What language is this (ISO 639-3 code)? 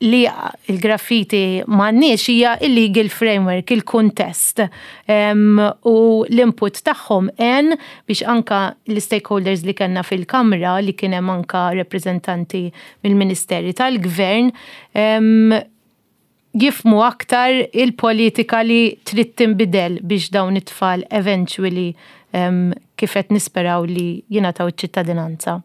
mlt